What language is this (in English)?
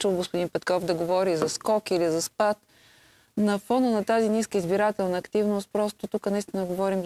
Bulgarian